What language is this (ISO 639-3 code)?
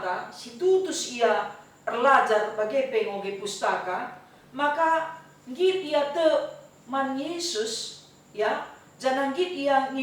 btx